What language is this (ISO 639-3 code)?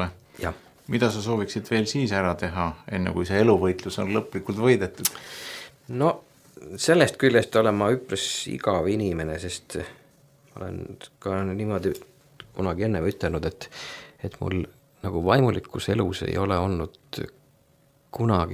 est